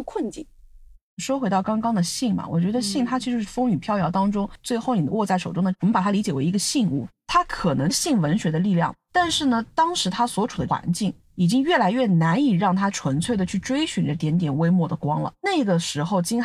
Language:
Chinese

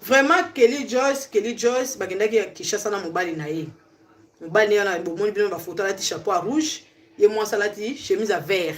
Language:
Lingala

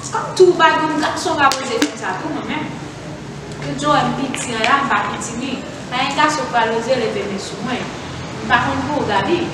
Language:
Haitian Creole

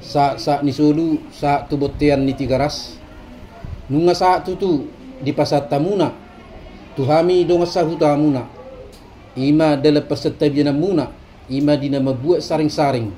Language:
Batak Toba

